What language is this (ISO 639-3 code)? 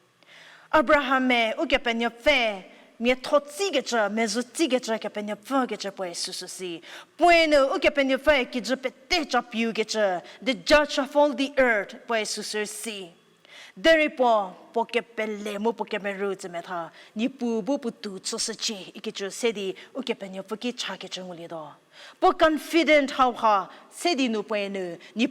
njm